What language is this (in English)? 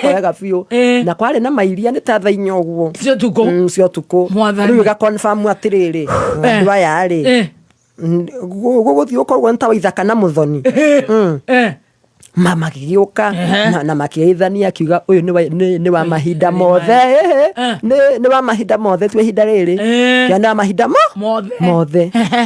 Kikuyu